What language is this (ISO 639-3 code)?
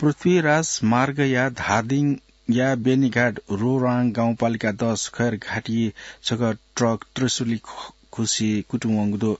new